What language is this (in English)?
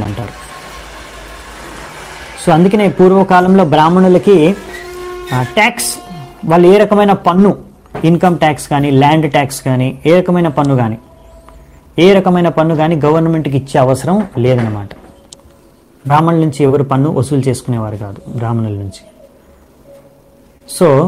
Telugu